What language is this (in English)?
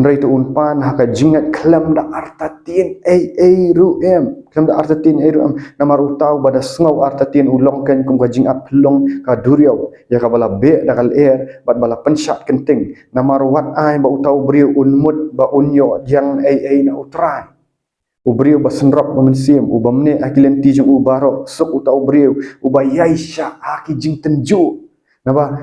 Khasi